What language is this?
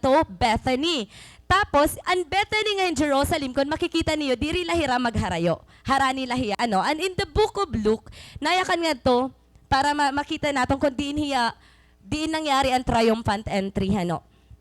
Waray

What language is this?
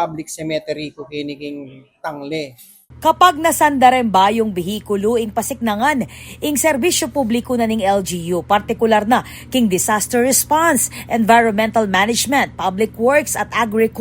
Pampanga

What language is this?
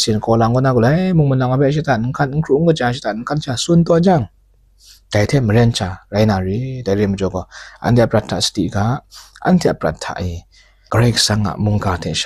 Kachin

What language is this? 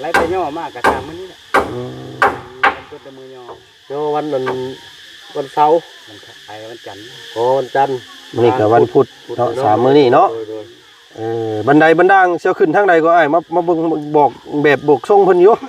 Lao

